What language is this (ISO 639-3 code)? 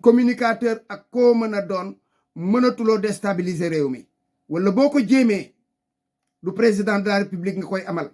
wol